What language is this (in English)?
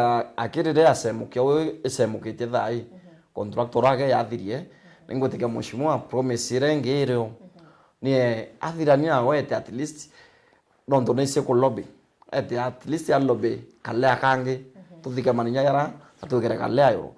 Meru